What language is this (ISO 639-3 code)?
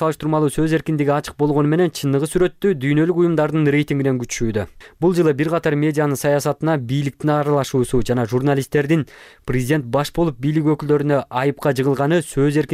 kir